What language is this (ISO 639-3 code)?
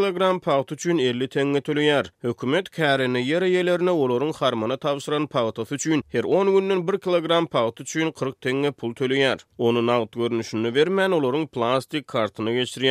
tuk